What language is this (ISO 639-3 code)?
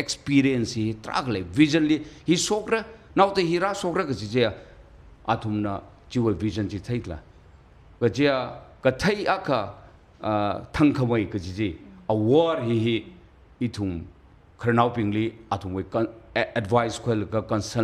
nmf